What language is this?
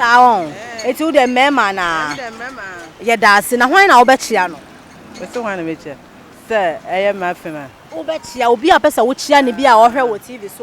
Akan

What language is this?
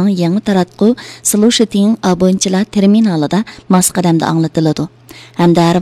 Uyghur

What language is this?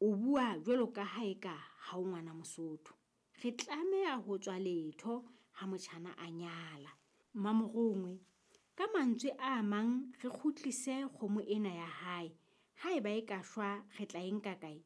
Southern Sotho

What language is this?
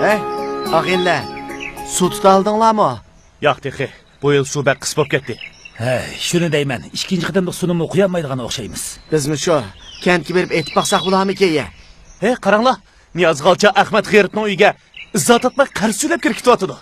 Uyghur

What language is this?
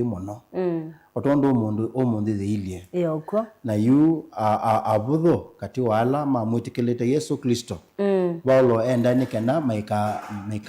Kamba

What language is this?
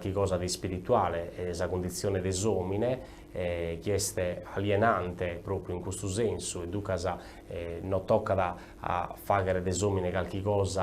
Sardinian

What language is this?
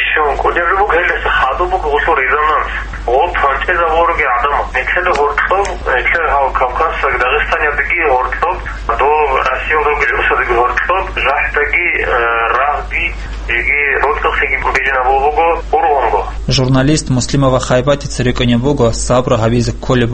Avaric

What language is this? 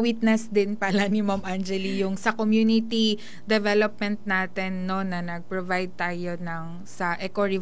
Filipino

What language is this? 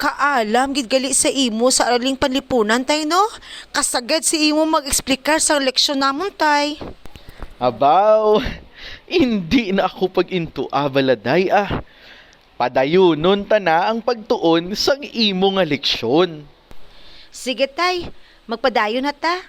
Hiligaynon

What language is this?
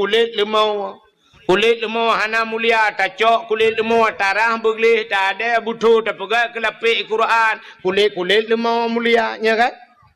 Achinese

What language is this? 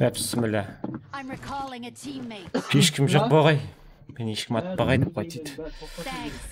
Kara-Kalpak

